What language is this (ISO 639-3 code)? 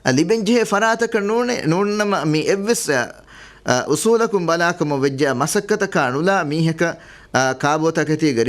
div